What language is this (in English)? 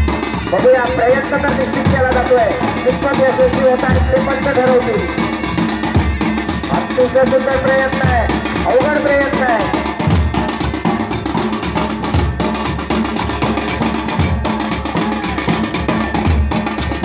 Marathi